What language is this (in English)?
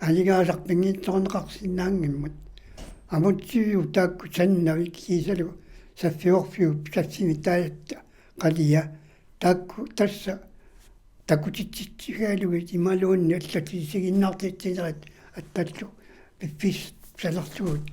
Kalaallisut